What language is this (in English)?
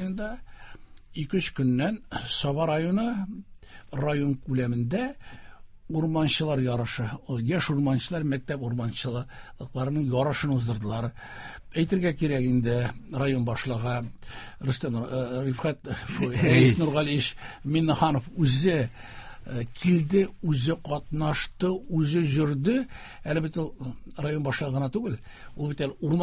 Tatar